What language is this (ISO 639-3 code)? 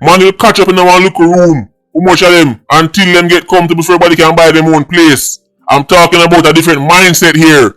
jam